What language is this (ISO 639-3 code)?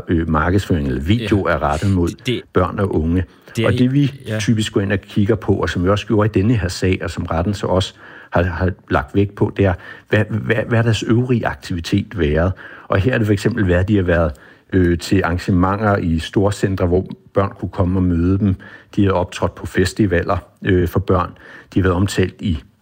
dan